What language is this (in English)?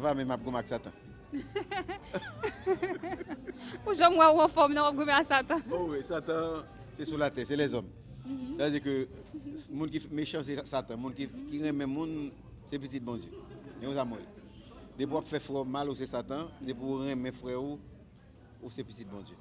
Haitian Creole